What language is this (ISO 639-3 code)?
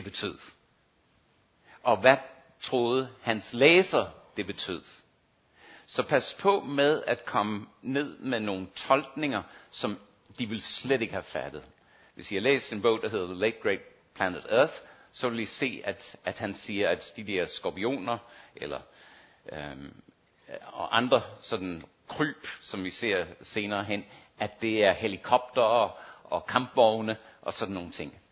dan